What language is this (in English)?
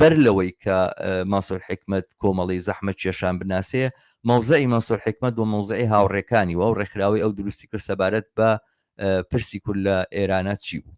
Central Kurdish